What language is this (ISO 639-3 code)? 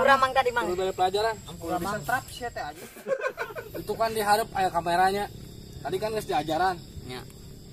sun